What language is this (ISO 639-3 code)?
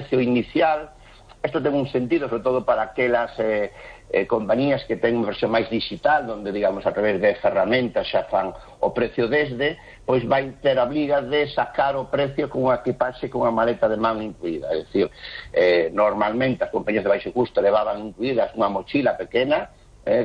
glg